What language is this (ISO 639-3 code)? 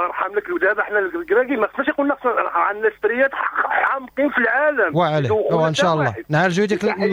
ary